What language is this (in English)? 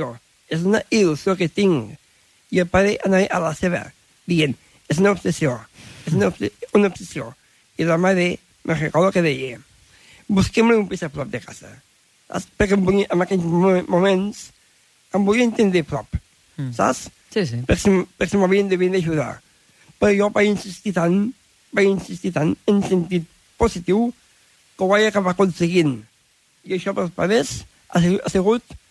Catalan